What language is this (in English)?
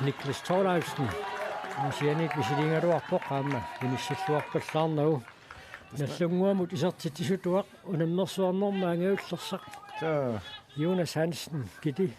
Kalaallisut